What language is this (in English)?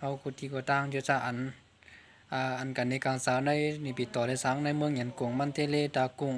Shan